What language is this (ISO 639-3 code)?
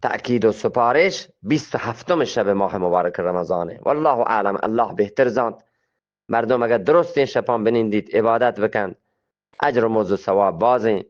bgp